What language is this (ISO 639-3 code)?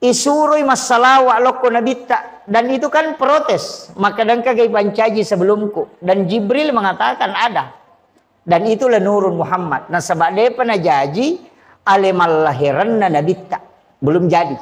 bug